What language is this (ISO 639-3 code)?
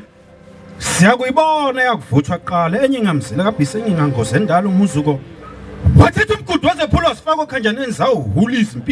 zul